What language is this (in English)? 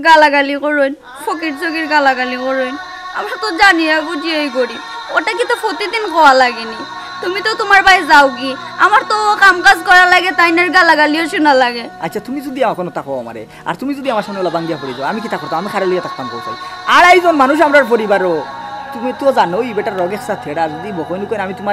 Sylheti